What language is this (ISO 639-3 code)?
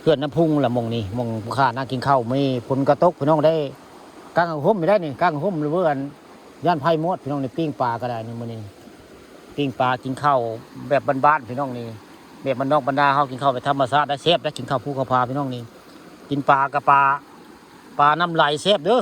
tts